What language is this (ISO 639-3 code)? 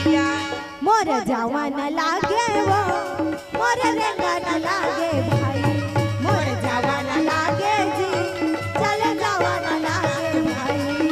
hne